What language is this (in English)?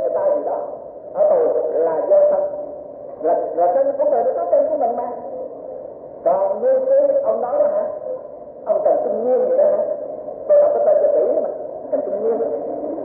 Vietnamese